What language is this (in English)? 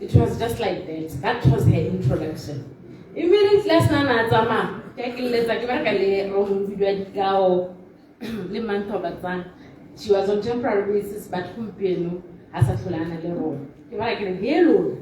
Tswana